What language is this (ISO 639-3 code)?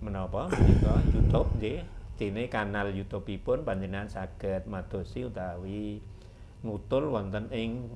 jav